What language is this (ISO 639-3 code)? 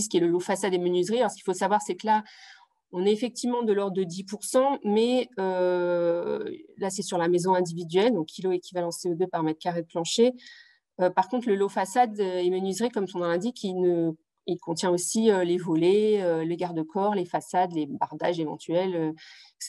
fra